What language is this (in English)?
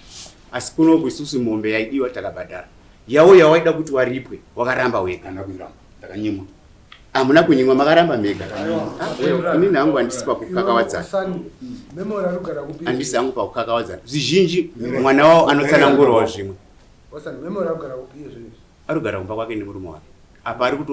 Shona